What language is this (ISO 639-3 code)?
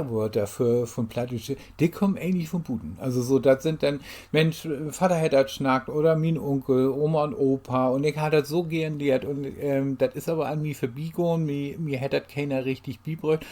nds